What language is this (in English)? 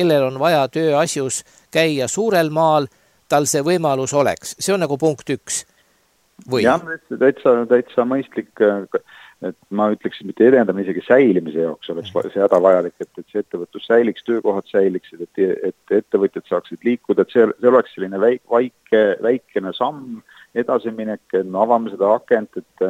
Estonian